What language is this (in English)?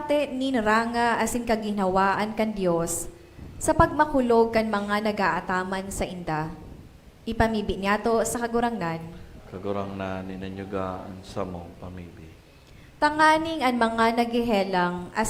Bikol